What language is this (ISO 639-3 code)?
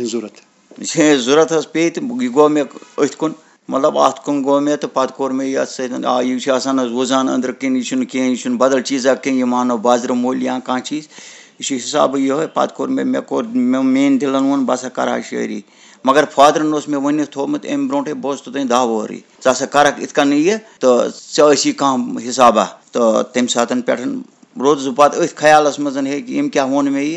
kas